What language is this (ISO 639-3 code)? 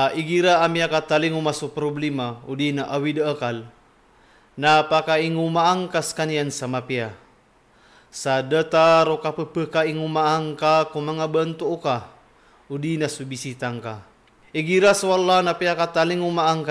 mrw